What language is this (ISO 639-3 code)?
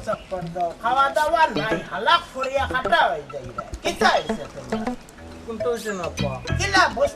syl